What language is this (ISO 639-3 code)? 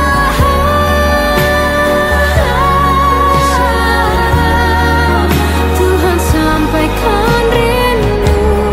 ind